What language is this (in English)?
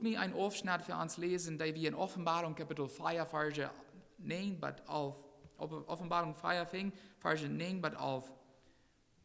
Plautdietsch